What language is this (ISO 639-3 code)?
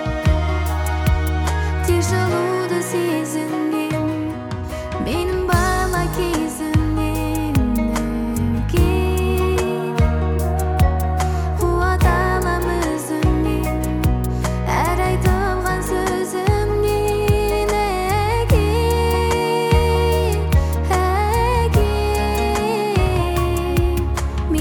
kaz